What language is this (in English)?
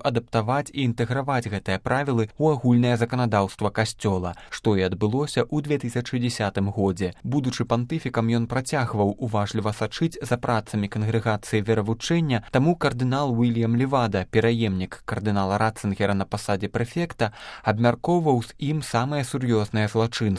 Belarusian